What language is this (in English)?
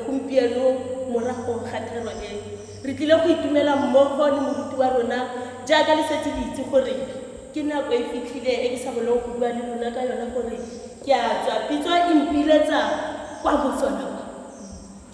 Tswana